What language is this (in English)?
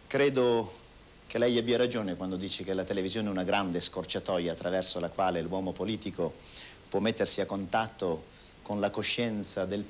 Italian